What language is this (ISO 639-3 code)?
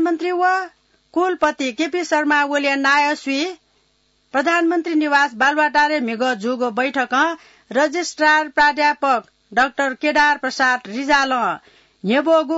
new